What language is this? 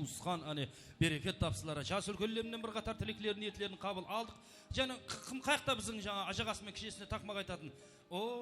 Kara-Kalpak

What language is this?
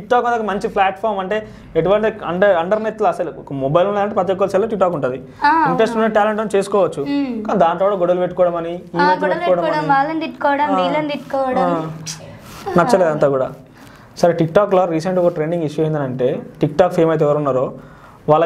Telugu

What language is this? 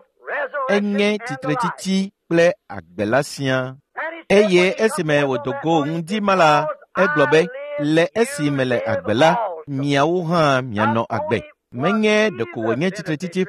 Ewe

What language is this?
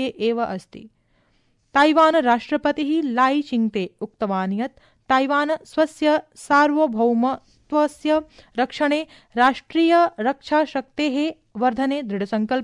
Sanskrit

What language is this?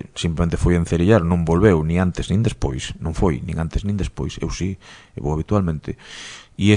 Galician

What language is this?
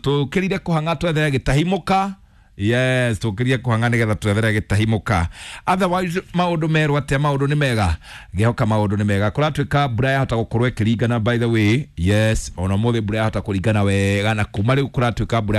Kikuyu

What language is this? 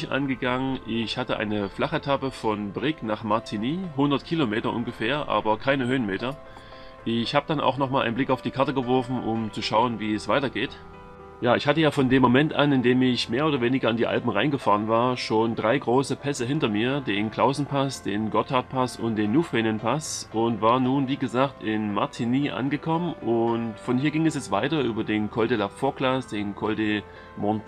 German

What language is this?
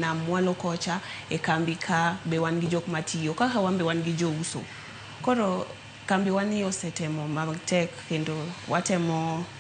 Luo (Kenya and Tanzania)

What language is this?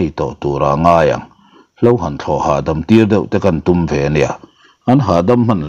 Mizo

